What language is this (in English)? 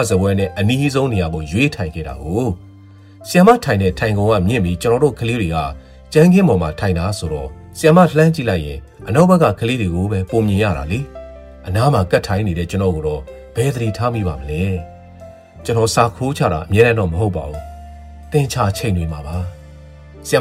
Burmese